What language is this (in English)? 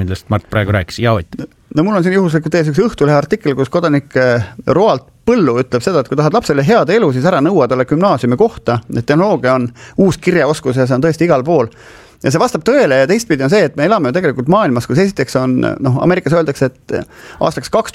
Estonian